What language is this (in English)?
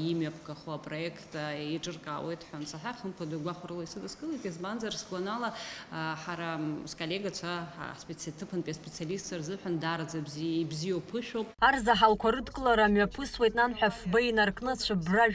Abkhazian